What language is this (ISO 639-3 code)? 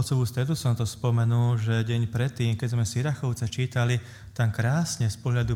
slk